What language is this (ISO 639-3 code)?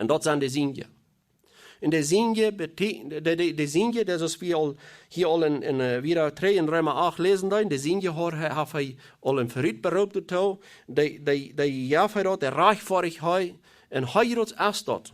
pdt